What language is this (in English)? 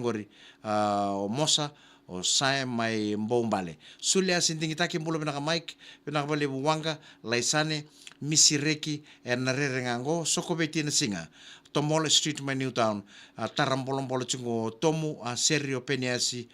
Fijian